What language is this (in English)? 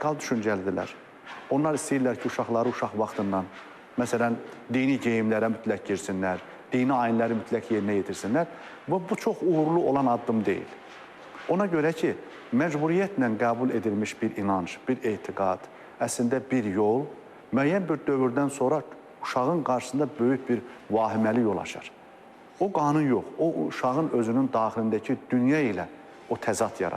Azerbaijani